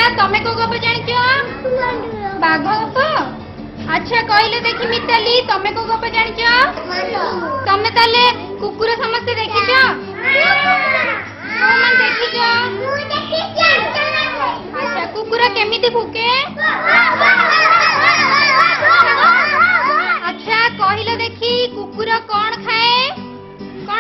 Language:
Odia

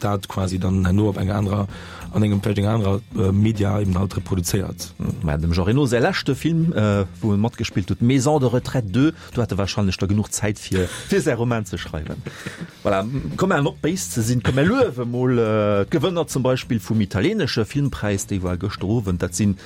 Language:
Luxembourgish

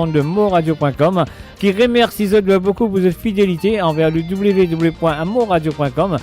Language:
Morisyen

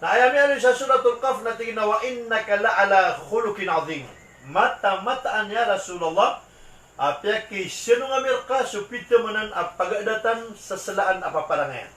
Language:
Maranao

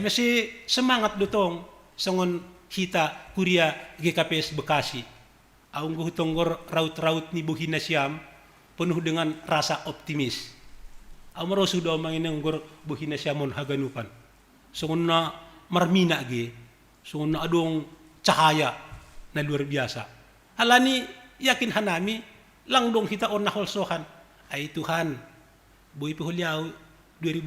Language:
Batak Simalungun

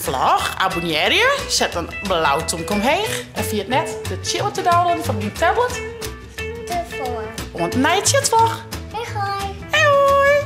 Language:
Western Frisian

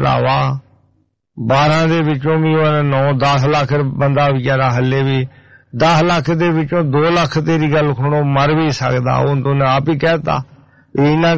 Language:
Punjabi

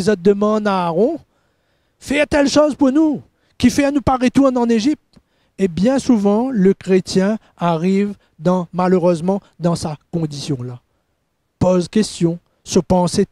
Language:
Morisyen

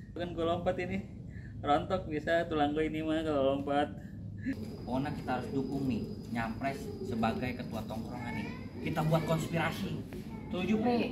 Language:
Betawi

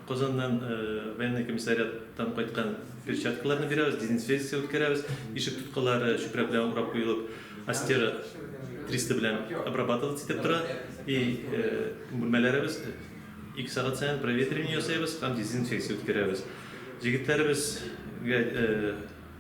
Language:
Tatar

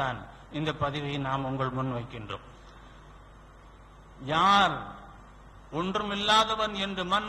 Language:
Tamil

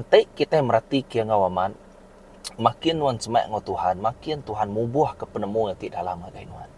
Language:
Iban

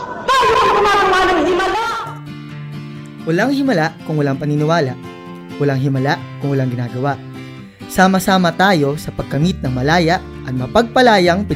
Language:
Filipino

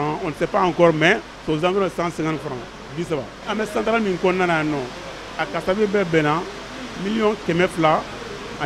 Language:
Bambara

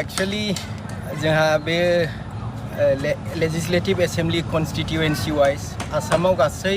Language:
Bodo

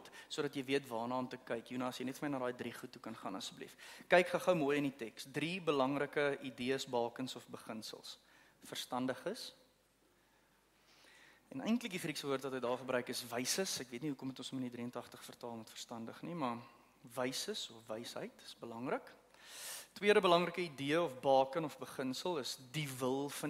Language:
Afrikaans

